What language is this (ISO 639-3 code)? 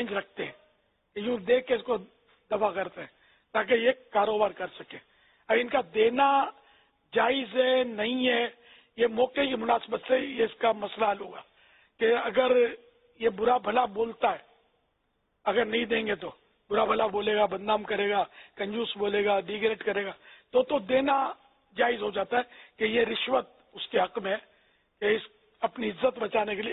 urd